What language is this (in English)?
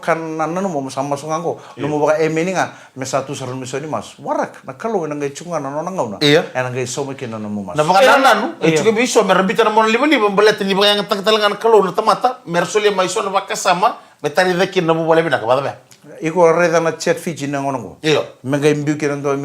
Fijian